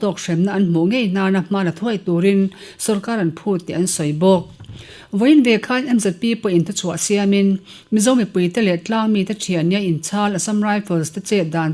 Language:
Mizo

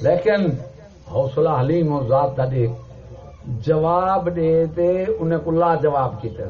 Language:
Saraiki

